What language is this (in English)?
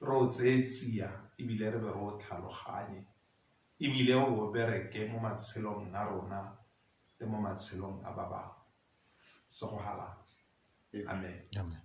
Tswana